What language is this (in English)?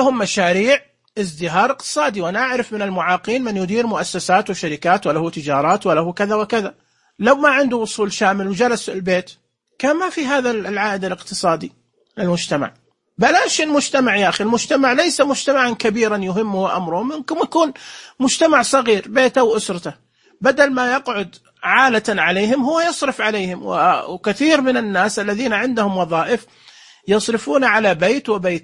Najdi Arabic